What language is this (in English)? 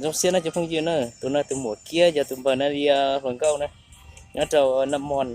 Hmong